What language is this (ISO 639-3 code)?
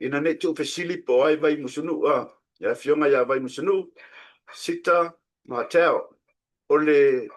smo